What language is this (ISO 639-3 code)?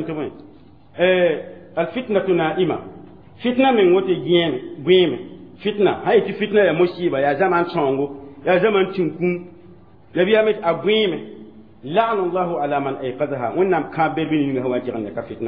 mos